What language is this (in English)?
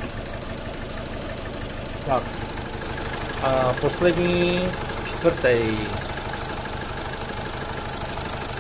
Czech